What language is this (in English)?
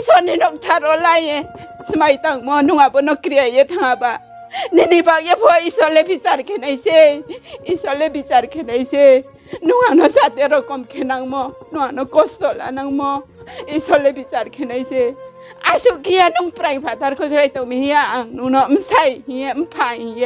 Riang (India)